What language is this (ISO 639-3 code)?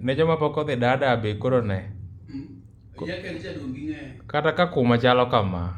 luo